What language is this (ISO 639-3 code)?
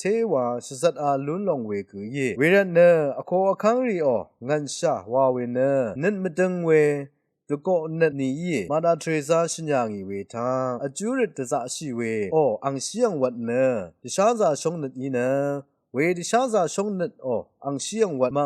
raw